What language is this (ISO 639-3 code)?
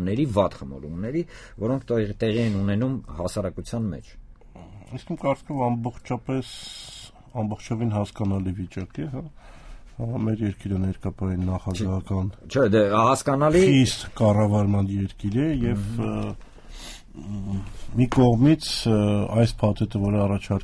hye